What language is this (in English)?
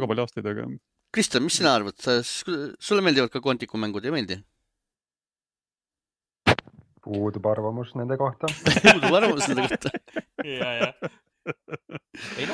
Estonian